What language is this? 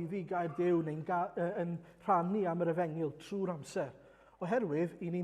Welsh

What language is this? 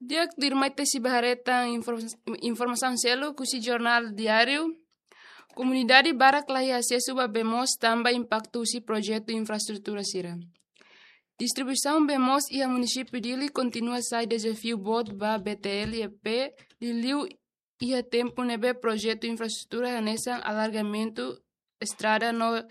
Tetum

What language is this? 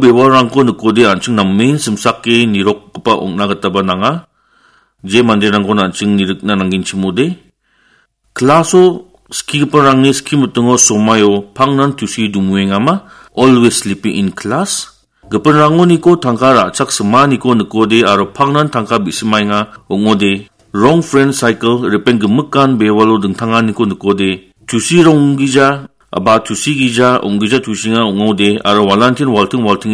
Garo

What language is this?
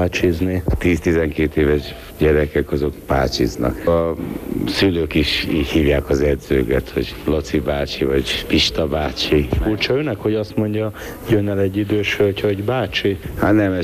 Hungarian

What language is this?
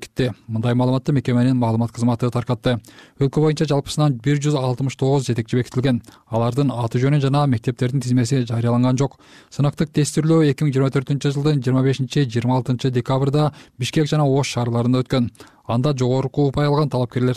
Kyrgyz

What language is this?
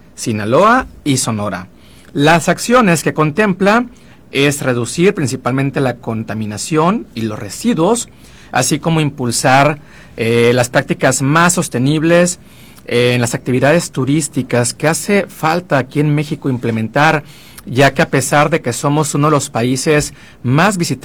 Spanish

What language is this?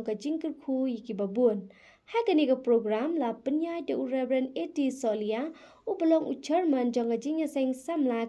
Khasi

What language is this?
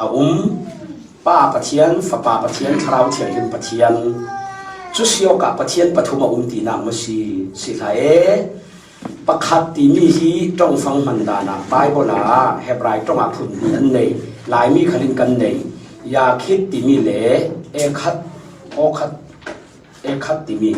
Falam Chin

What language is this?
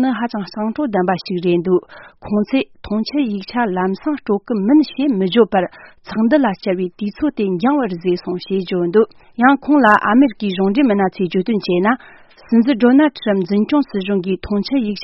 Tibetan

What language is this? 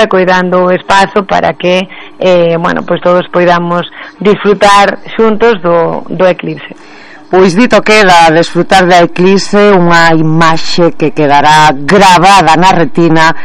Galician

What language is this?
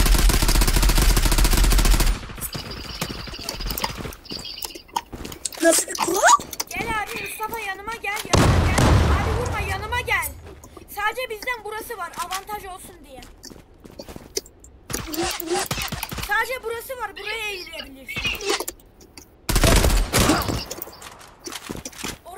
Turkish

